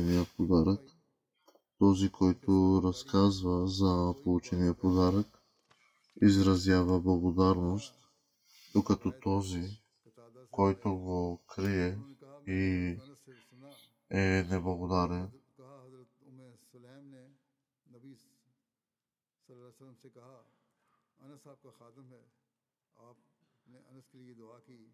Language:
Bulgarian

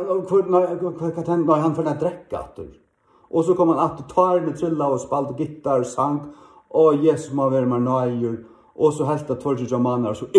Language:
Faroese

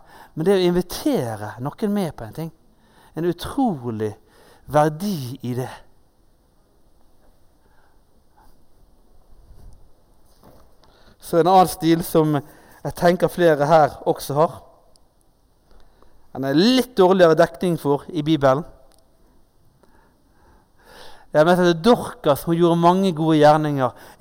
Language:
Norwegian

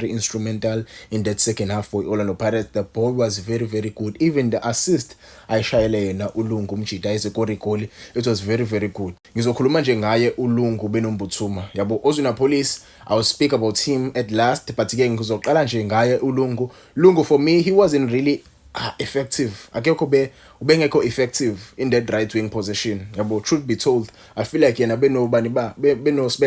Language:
Zulu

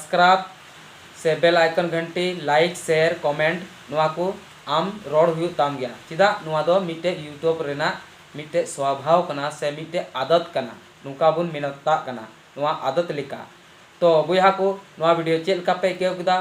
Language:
Santali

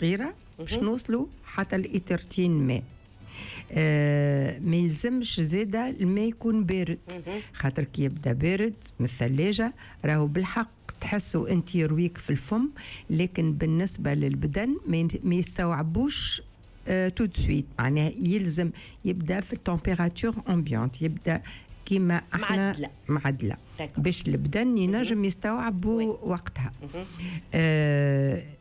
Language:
Tunisian Arabic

